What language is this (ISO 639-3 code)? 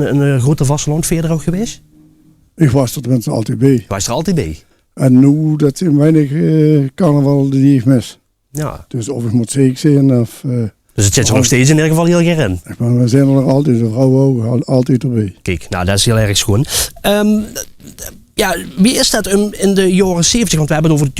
lim